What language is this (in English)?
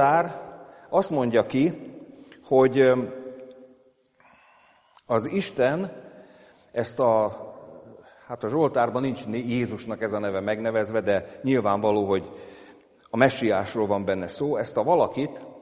Hungarian